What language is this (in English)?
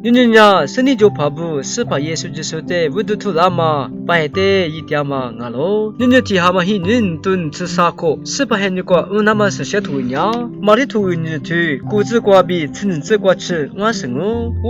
Lisu